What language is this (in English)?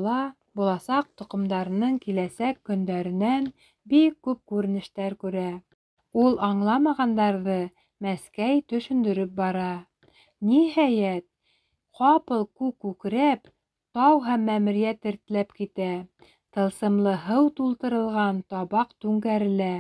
Bashkir